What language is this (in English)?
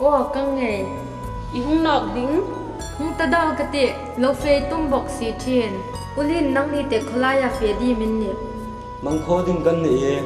Hmar